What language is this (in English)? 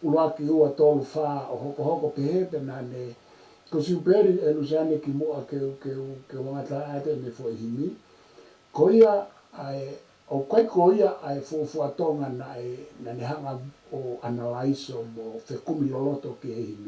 Tongan